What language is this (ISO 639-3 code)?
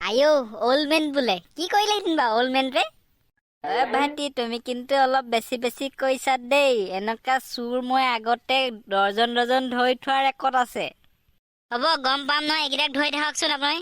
asm